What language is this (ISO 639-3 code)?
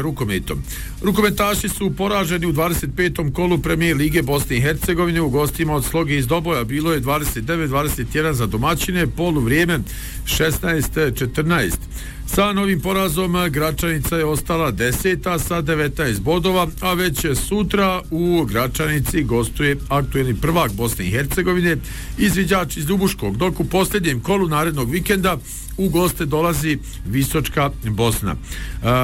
bos